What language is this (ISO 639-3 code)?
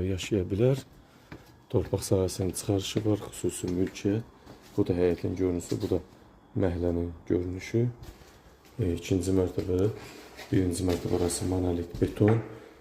aze